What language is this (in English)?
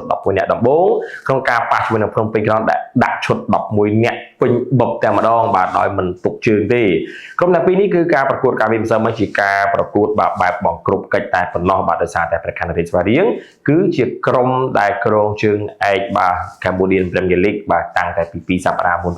Khmer